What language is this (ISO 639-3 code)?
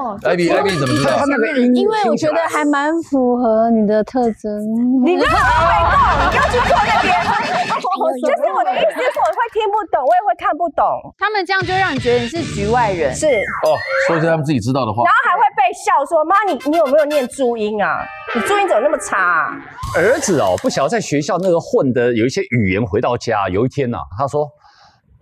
zho